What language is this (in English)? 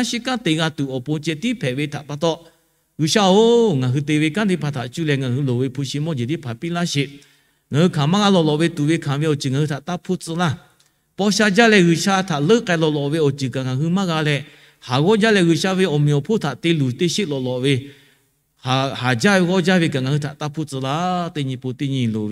Lahu